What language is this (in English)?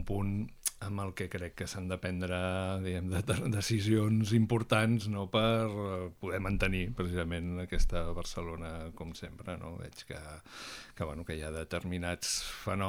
Catalan